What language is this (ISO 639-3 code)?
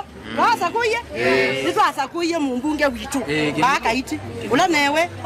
kam